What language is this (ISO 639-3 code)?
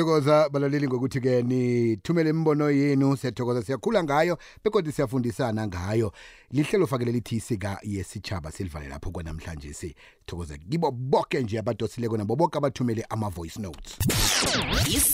nbl